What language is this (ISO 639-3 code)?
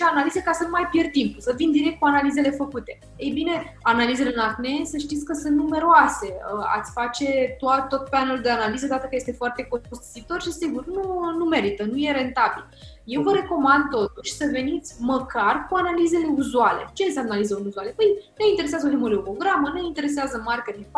ron